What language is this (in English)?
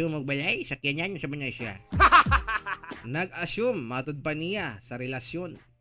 Cebuano